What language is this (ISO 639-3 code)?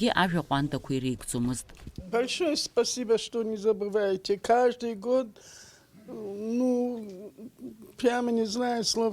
abk